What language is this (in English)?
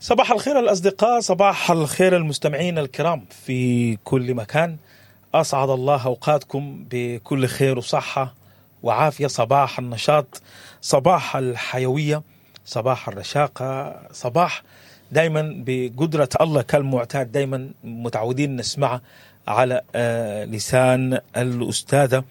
Sudanese Arabic